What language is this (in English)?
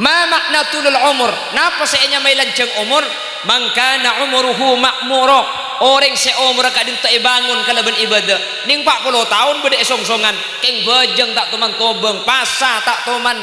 Madurese